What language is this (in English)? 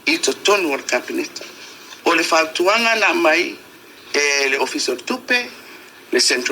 Samoan